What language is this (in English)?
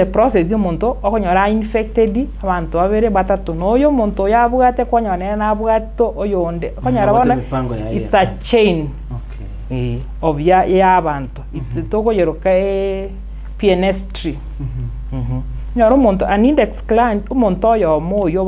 Gusii